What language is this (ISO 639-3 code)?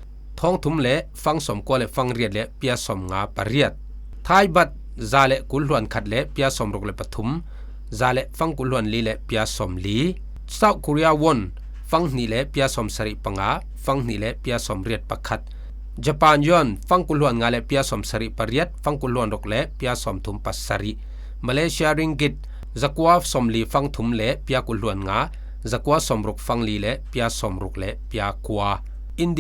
cfm